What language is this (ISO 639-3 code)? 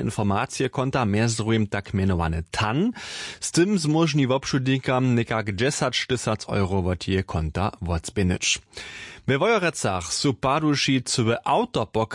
hsb